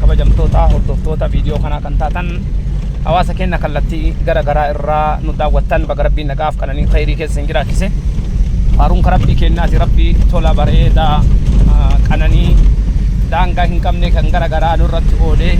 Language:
Oromo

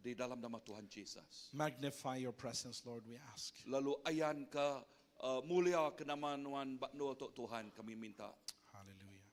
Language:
Iban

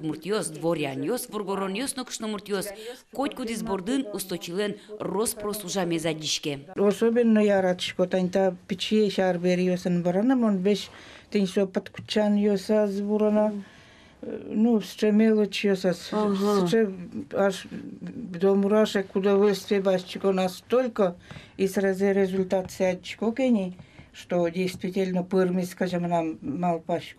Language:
Udmurt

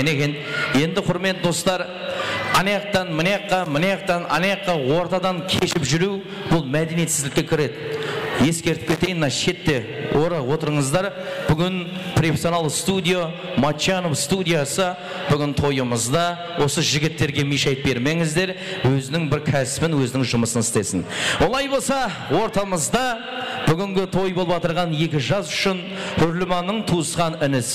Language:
Kara-Kalpak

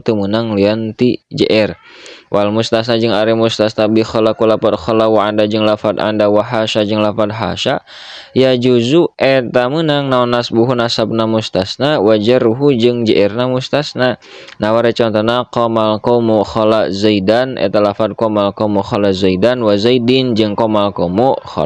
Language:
Sundanese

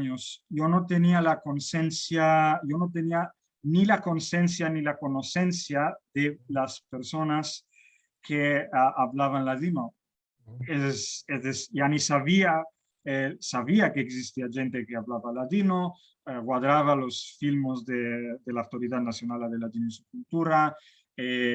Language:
Ladino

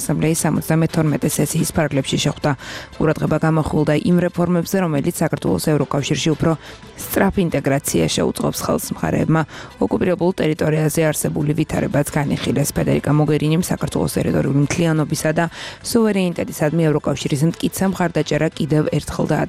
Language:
Georgian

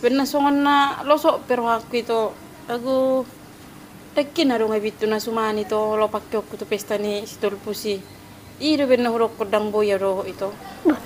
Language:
Batak Toba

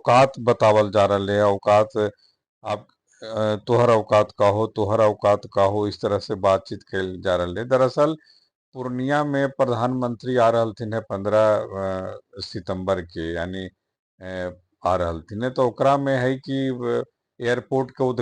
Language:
Magahi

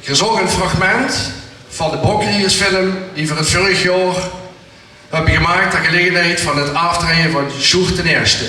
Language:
Limburgish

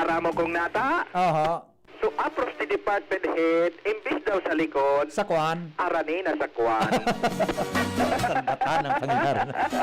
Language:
Bikol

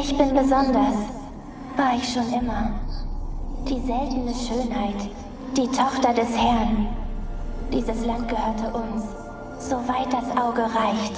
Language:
Swiss German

